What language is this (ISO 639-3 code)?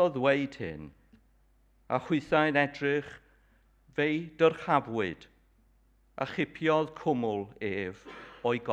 cym